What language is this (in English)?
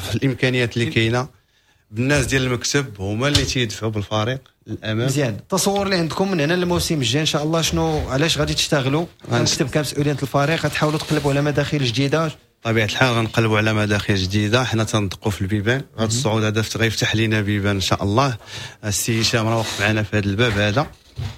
Moroccan Arabic